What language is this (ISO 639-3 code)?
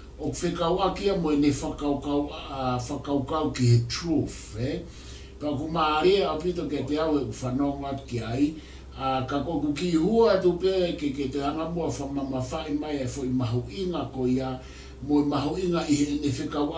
ton